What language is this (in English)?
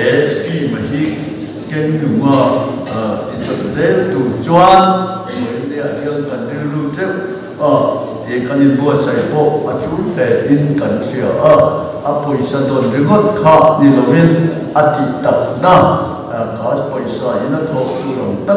Mizo